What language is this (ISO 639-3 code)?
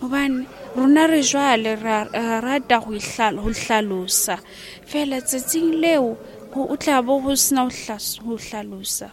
sot